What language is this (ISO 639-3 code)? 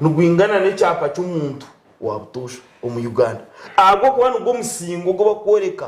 nyn